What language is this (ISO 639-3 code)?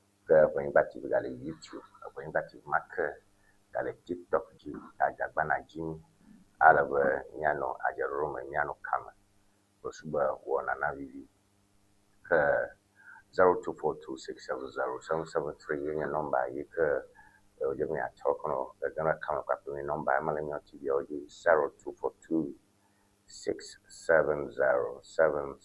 ewe